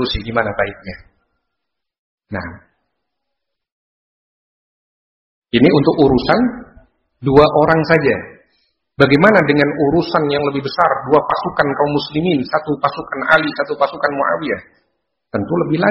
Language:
Indonesian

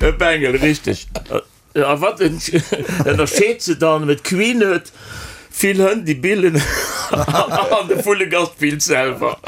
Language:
Luxembourgish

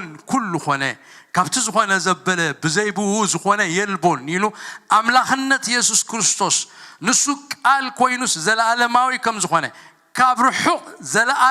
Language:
Tigrinya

